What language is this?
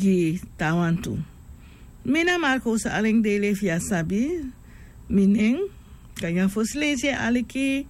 Sranan Tongo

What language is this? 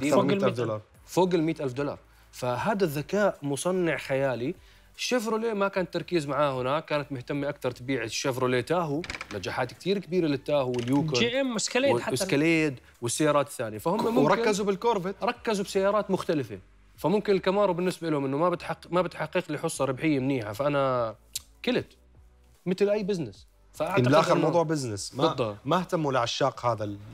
Mesopotamian Arabic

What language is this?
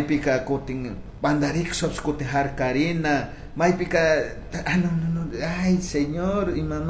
Chimborazo Highland Quichua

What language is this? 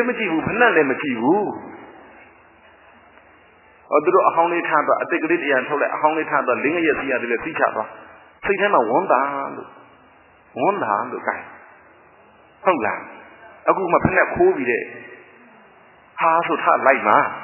Burmese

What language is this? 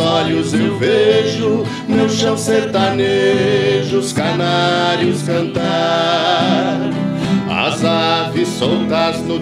Portuguese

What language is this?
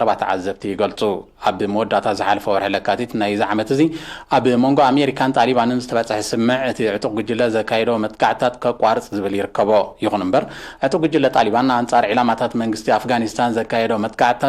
Tigrinya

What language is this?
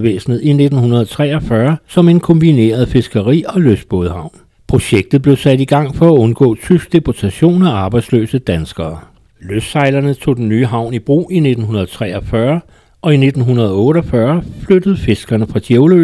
Danish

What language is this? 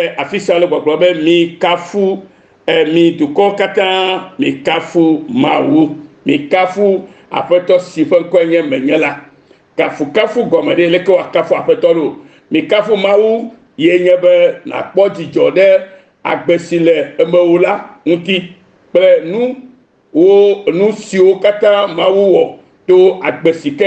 Ewe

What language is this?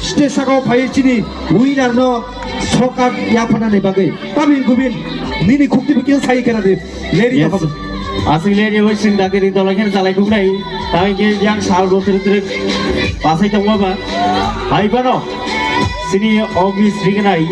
Riang (India)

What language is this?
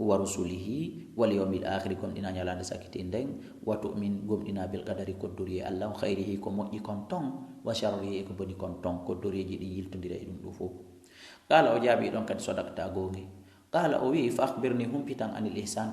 Fula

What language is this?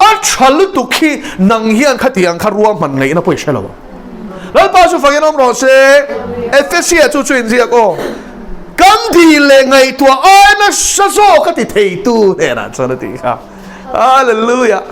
Mizo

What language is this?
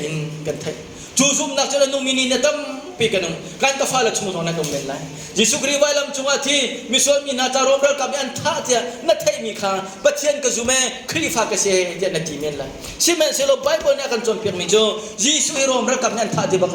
Hakha Chin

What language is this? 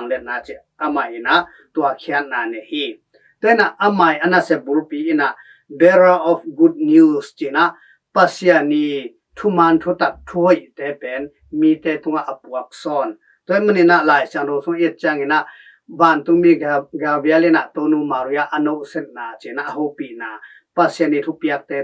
Tedim Chin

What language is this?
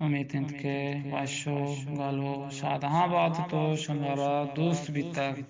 Eastern Balochi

